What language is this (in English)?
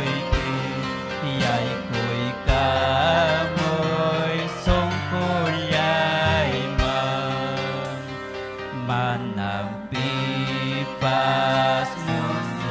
Ayacucho Quechua